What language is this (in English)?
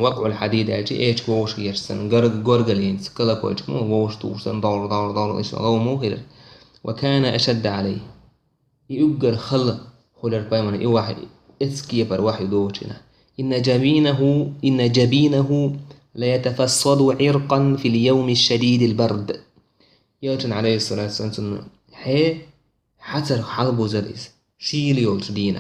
Chechen